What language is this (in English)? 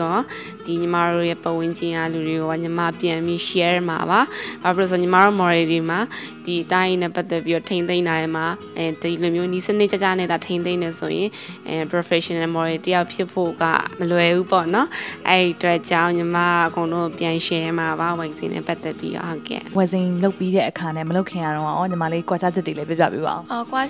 Burmese